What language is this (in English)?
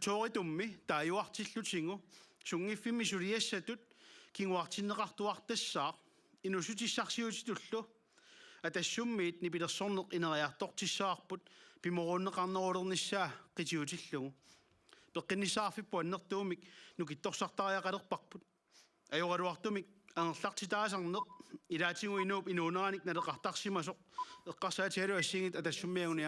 Kalaallisut